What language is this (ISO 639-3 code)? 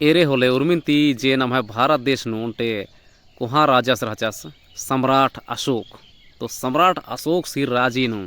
kru